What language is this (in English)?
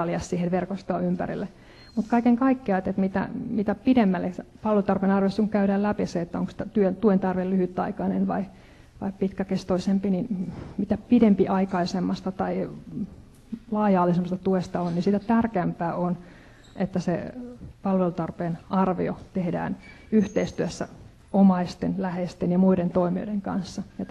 Finnish